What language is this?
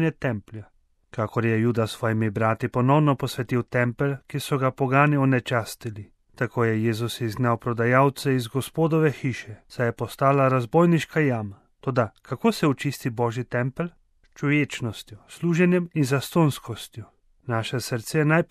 Slovenian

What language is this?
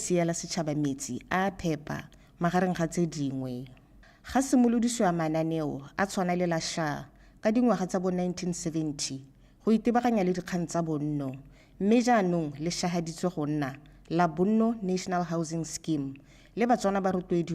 Tswana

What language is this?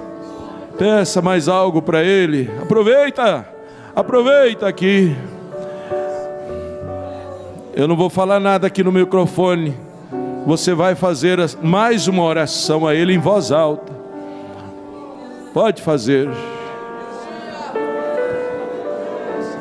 Portuguese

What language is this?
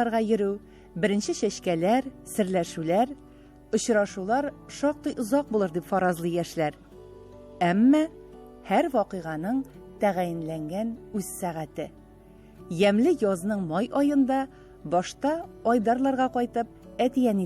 Tatar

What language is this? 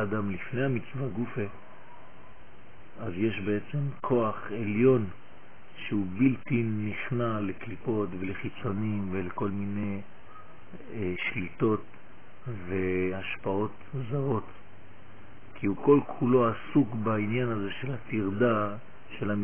Hebrew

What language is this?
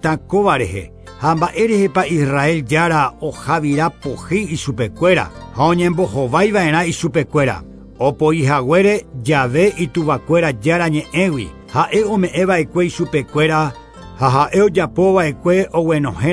Guarani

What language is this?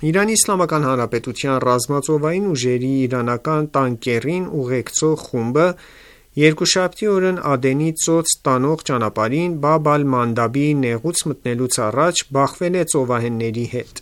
Armenian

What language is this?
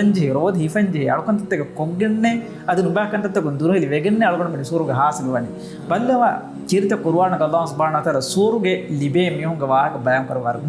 Divehi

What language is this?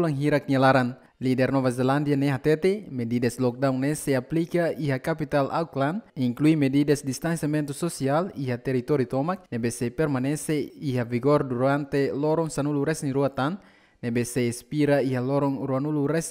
Tetum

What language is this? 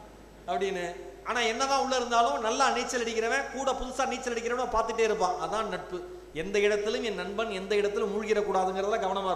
Tamil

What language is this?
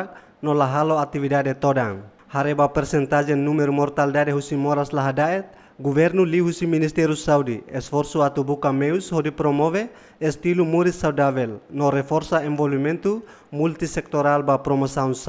Tetum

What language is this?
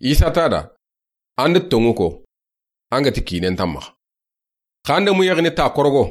Soninke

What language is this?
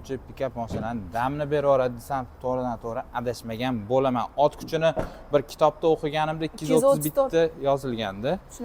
Uzbek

